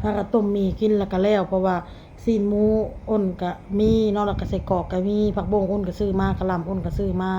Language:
Northeastern Thai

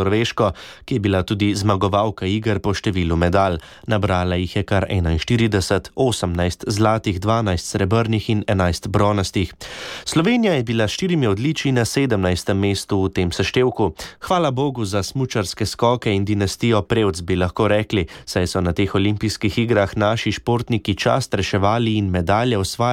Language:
Slovenian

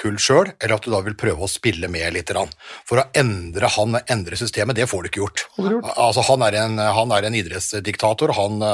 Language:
Norwegian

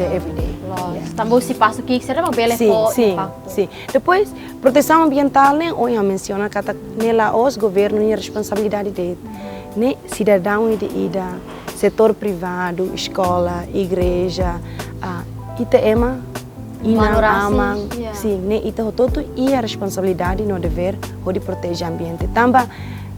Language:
Tetum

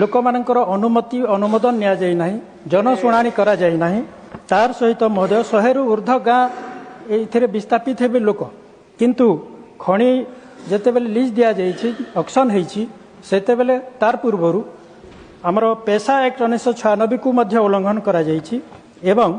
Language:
Odia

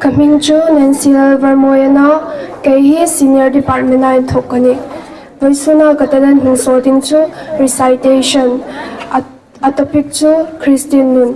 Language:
Hmar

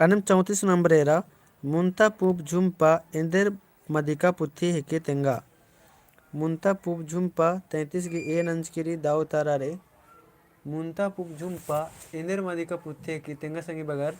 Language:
Kurukh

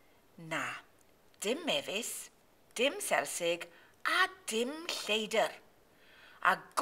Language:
Welsh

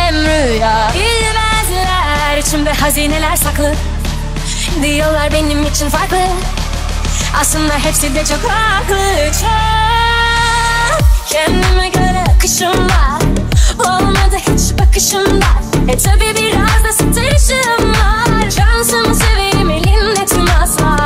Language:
Turkish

